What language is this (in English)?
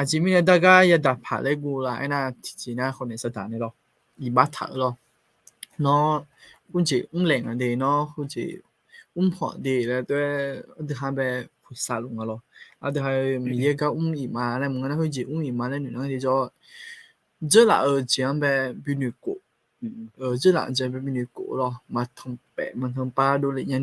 Akha